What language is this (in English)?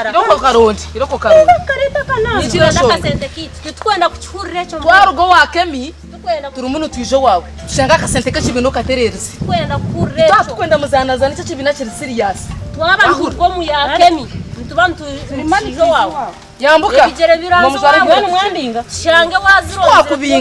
Nyankole